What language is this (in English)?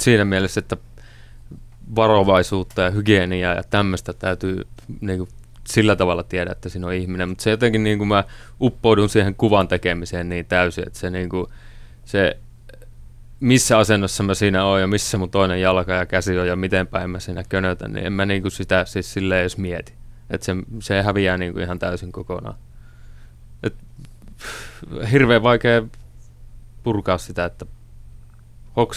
Finnish